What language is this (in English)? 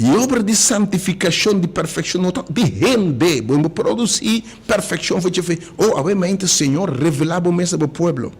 Papiamento